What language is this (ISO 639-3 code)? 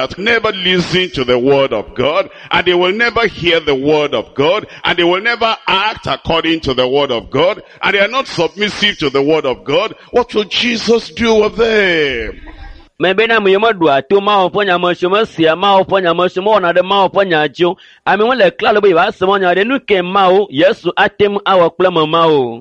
ewe